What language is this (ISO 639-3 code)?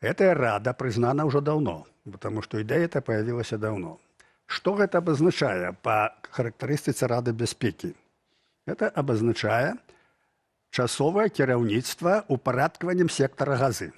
bel